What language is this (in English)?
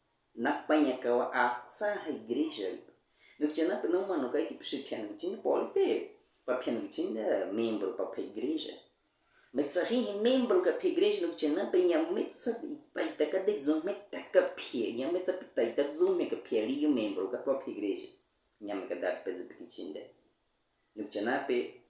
Baniwa